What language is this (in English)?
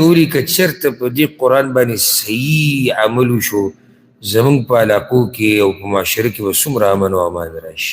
Pashto